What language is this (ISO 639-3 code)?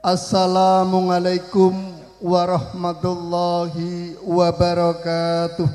jav